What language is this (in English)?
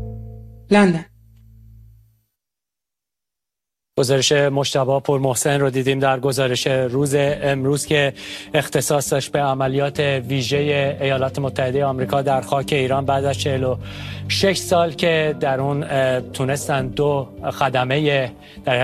Persian